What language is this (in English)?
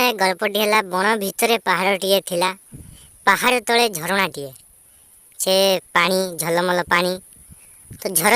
Odia